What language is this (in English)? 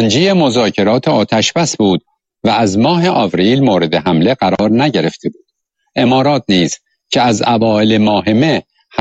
Persian